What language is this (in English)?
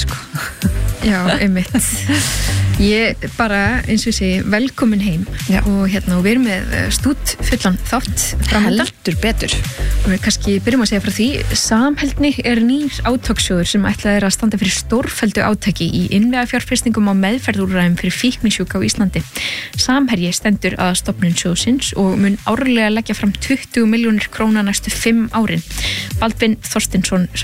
Icelandic